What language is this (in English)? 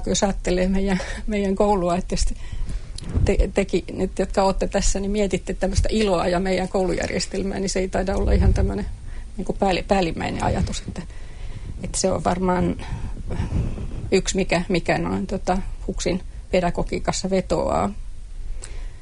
Finnish